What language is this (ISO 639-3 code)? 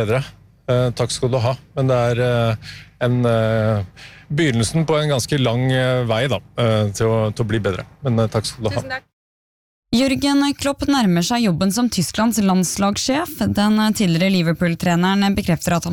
nor